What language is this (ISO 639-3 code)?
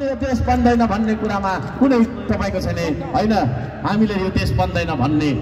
nep